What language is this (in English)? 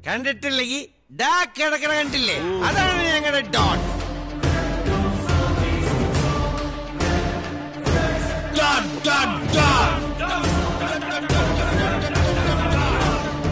Malayalam